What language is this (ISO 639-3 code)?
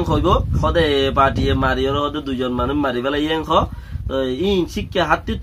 rhg